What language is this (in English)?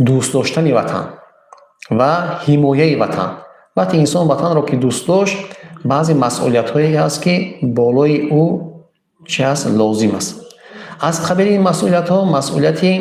Tajik